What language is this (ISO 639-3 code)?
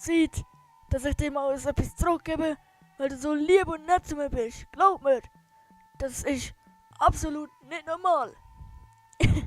gsw